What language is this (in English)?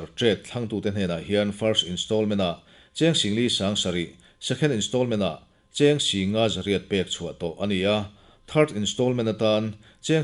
Mizo